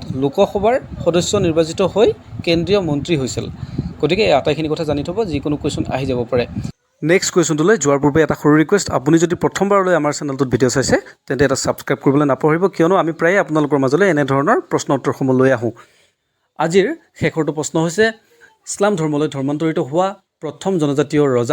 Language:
Assamese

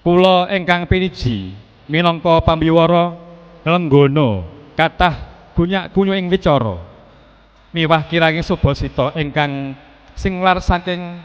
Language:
Javanese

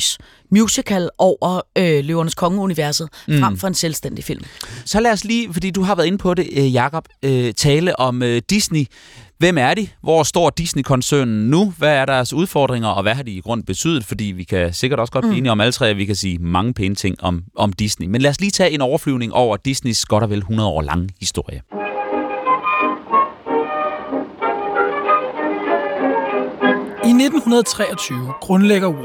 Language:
Danish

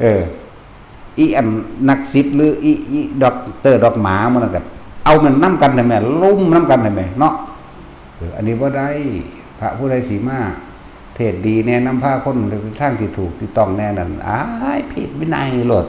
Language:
Northeastern Thai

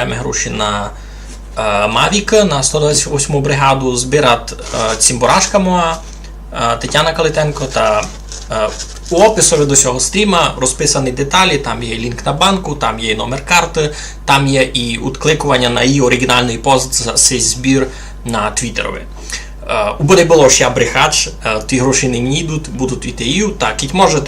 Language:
Rusyn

